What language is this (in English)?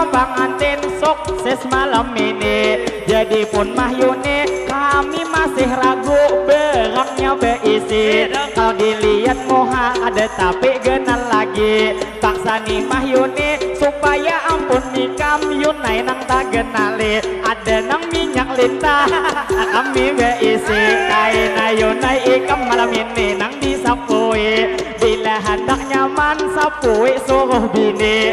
Banjar